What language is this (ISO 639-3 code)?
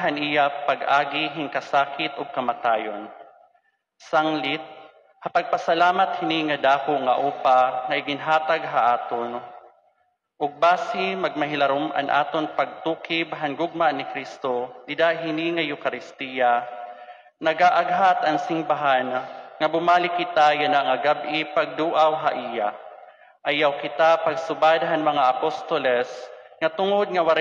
war